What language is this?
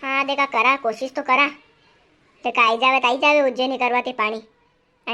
Rajasthani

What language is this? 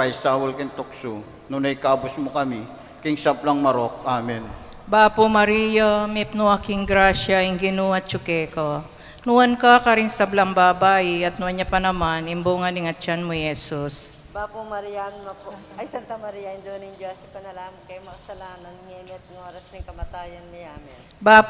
Pampanga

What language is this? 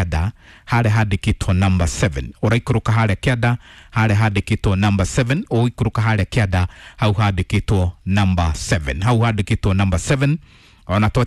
Kikuyu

